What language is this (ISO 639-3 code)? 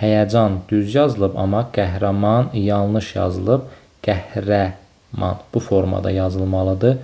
aze